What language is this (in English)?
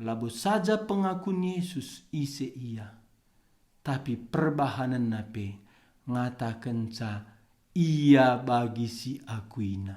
Batak Karo